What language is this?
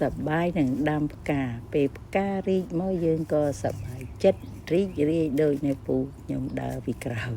Khmer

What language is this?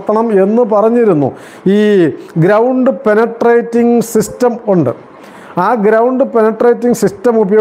Malayalam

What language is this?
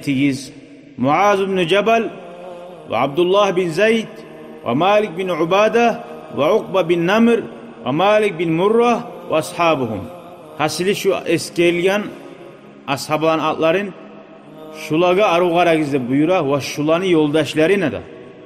Kumyk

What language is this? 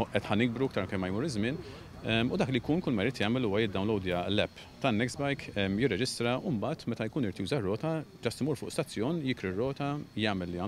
Maltese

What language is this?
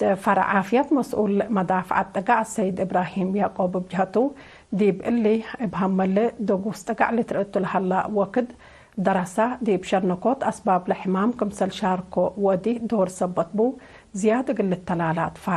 Tigre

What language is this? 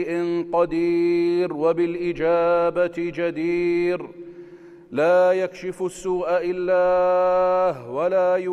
North Levantine Arabic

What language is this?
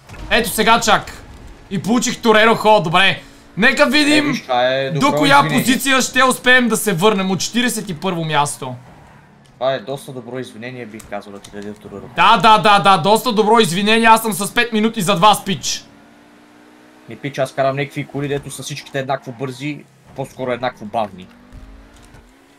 Bulgarian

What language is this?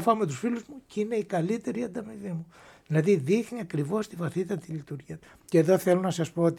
Greek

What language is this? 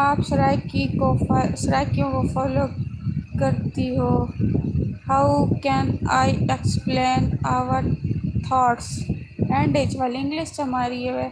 Saraiki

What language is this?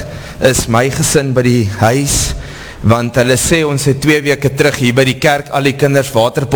Afrikaans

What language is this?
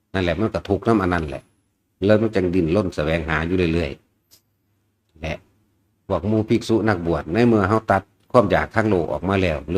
Northeastern Thai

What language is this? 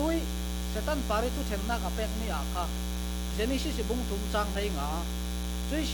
Falam Chin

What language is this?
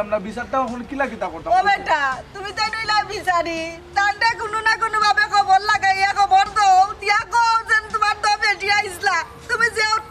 Sylheti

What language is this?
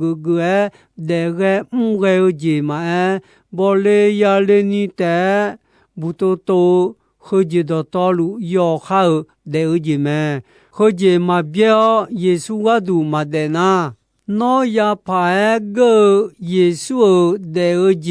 Akha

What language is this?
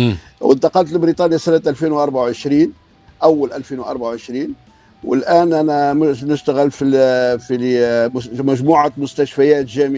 Tunisian Arabic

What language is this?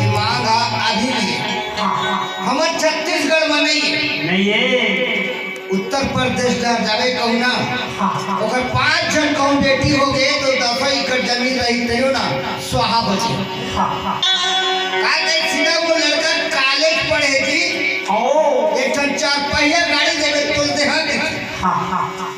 Chhattisgarhi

